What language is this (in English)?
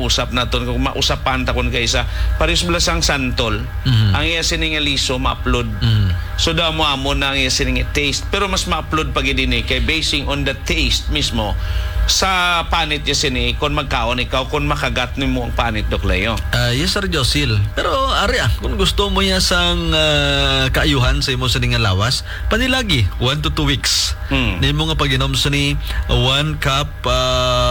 Hiligaynon